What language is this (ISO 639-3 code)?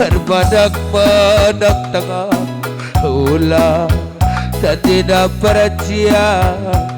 btx